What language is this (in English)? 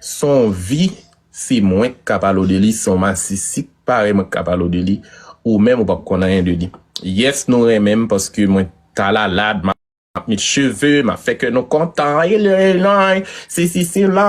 Haitian Creole